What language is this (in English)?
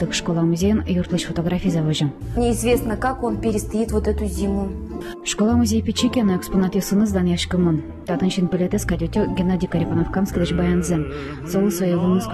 Udmurt